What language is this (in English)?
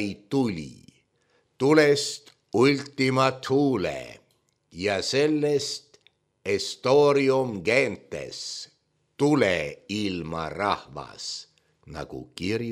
Estonian